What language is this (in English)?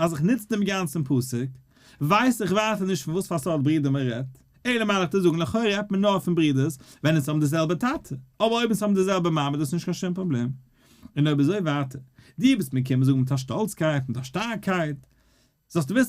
Yiddish